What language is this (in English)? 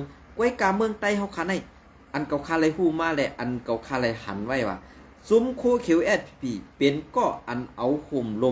Shan